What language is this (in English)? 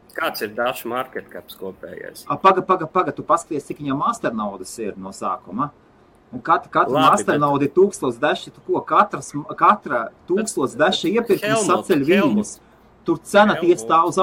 Latvian